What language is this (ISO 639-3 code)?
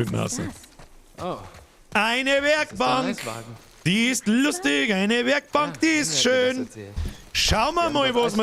bar